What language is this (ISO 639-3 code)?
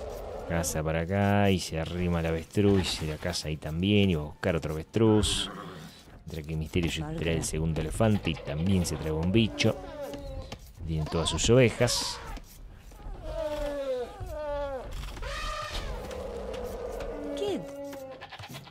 spa